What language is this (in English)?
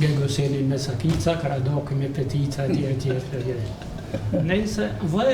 Albanian